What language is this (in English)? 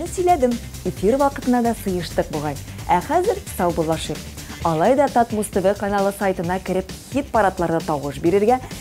Tatar